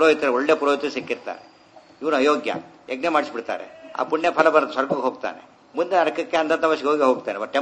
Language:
Kannada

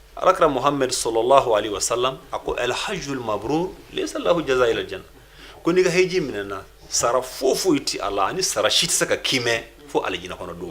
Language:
Bambara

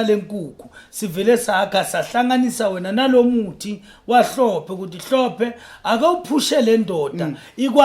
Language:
Zulu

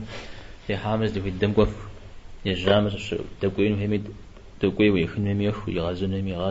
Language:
Kabardian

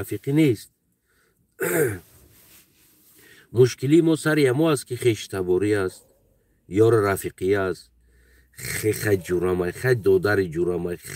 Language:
Tajik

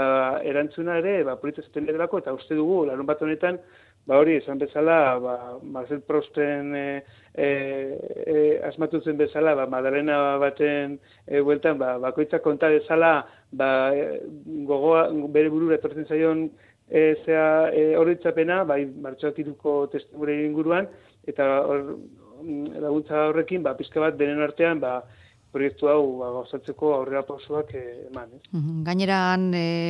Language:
Basque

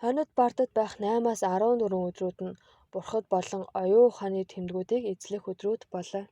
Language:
Mongolian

